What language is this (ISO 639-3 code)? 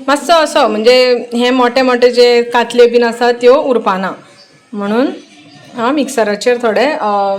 kok